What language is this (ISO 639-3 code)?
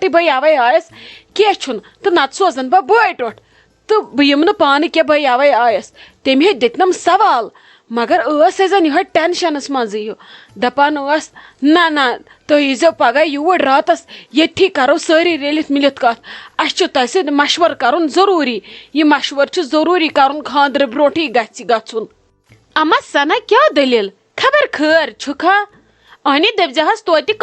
kas